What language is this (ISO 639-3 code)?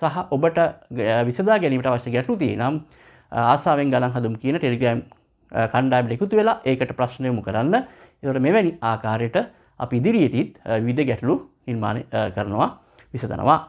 sin